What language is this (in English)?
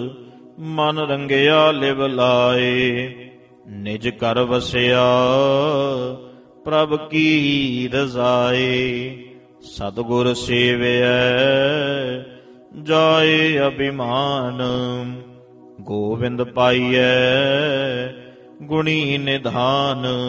Punjabi